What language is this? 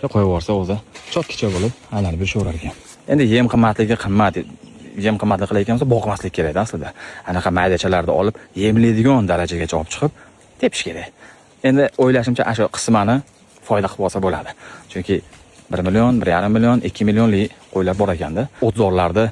Uzbek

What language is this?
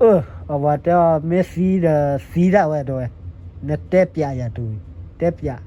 S'gaw Karen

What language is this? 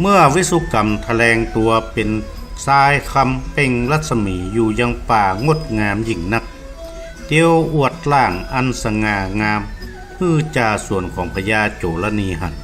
Northern Thai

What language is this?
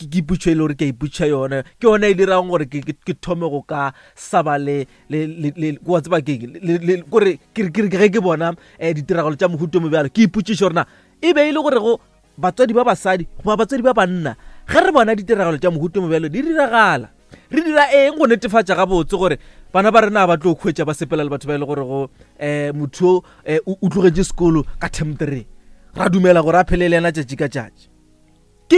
Northern Sotho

